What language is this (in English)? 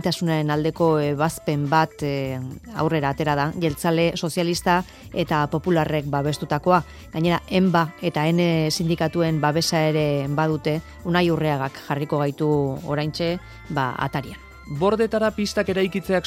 Basque